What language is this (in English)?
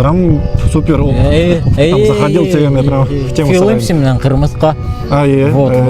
Bashkir